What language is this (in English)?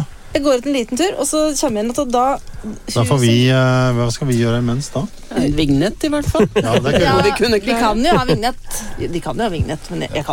Norwegian